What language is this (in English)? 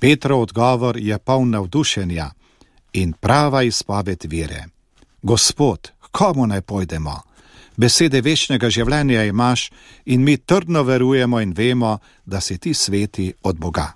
Slovenian